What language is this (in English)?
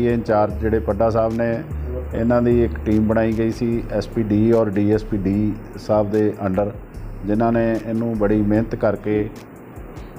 Punjabi